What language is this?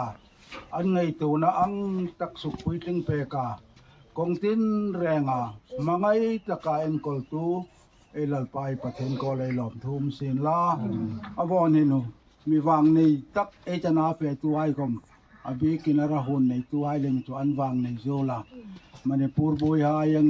Hmar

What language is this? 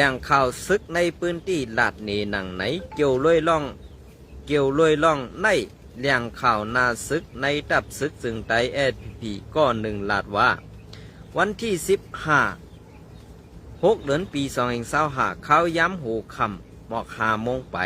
Shan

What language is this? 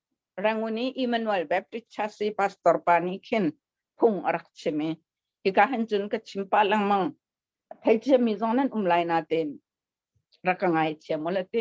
Hakha Chin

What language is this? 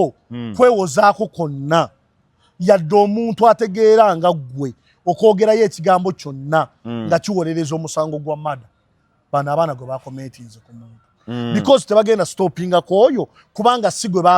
Ganda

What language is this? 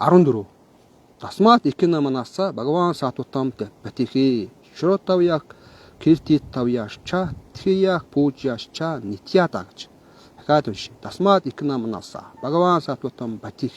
Mongolian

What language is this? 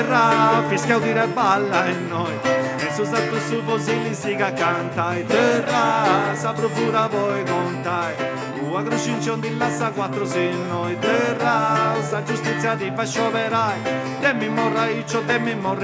Sardinian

